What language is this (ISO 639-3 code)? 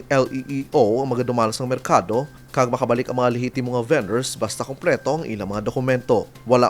hil